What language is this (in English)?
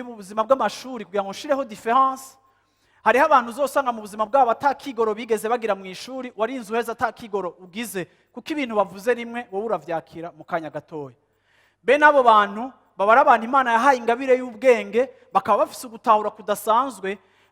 Rundi